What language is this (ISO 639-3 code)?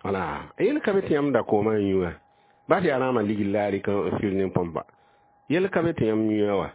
mos